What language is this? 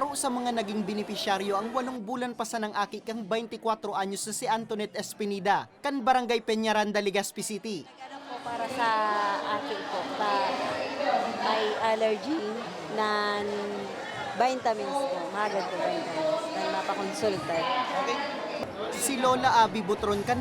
Bikol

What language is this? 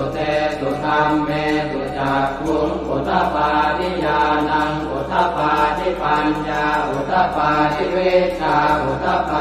Pali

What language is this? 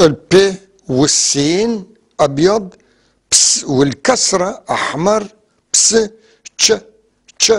North Levantine Arabic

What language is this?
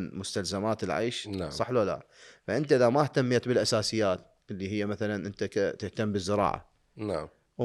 Mesopotamian Arabic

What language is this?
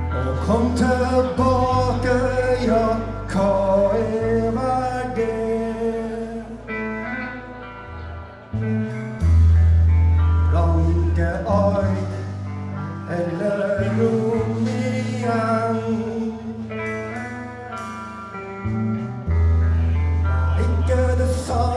Norwegian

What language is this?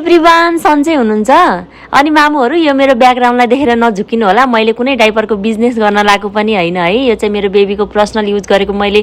Nepali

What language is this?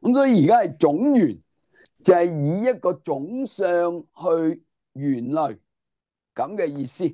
Cantonese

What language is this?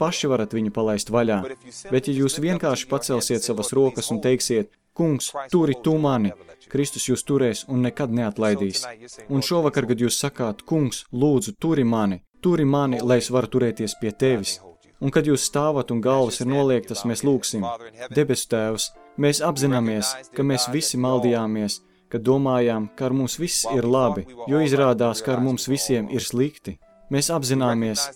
Latvian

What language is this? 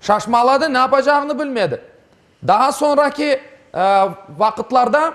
Crimean Tatar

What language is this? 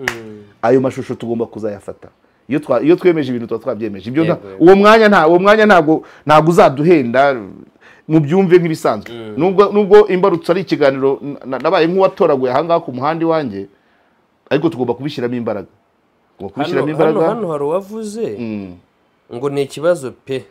Kinyarwanda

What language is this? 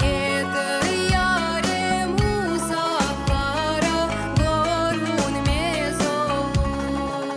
Crimean Tatar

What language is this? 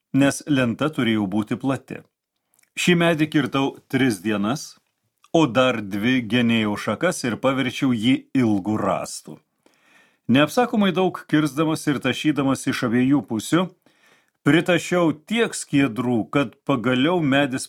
Lithuanian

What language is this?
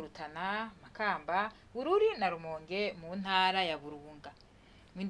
Rundi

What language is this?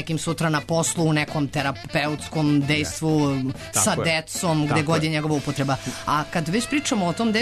Serbian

